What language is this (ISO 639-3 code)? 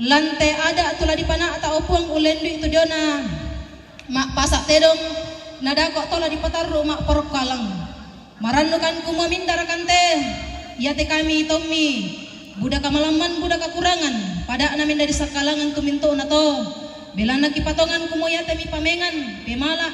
sda